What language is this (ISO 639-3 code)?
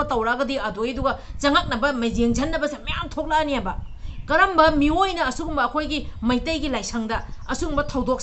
mni